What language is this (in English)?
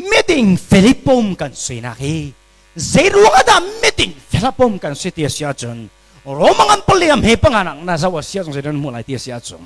Hakha Chin